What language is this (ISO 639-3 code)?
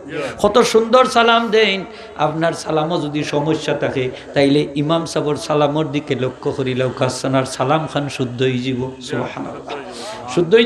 syl